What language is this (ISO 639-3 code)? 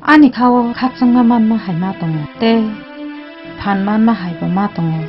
trp